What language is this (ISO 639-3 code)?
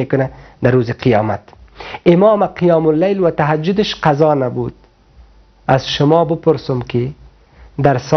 fas